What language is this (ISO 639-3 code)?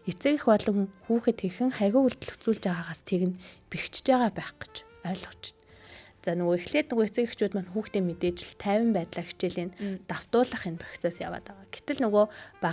mon